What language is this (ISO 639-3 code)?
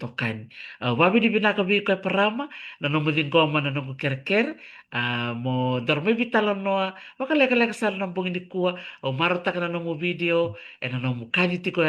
fij